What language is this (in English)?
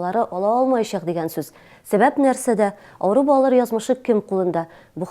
Tatar